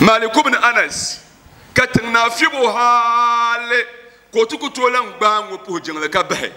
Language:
Dagbani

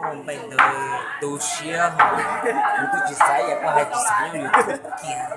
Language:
Hmong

